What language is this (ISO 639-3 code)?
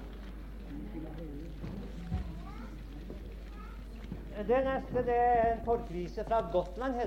nor